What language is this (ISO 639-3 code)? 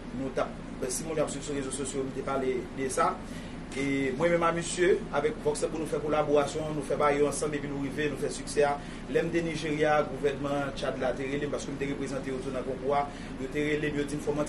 hat